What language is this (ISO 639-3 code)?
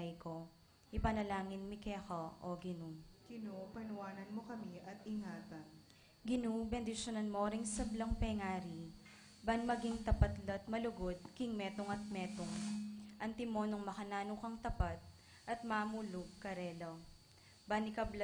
pam